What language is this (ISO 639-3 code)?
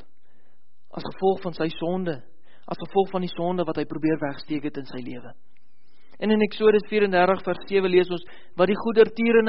afr